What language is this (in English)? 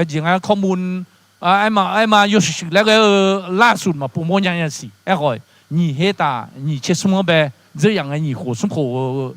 Akha